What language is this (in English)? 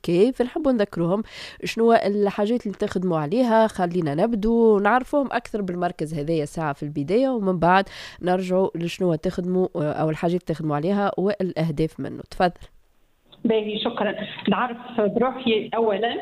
Tunisian Arabic